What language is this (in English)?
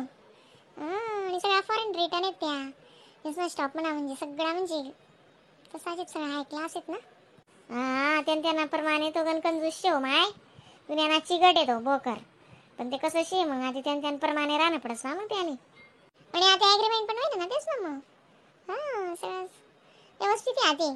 Khandesi